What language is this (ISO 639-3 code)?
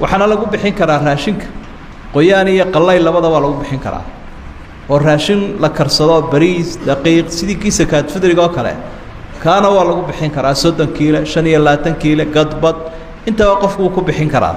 som